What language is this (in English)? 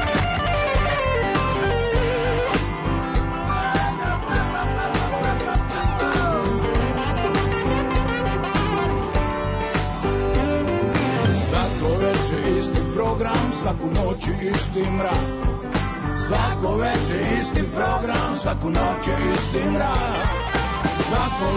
Serbian